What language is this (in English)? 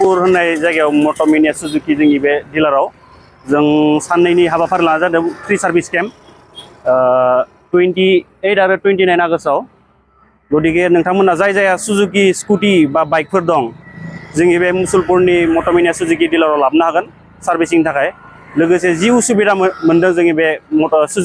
Bodo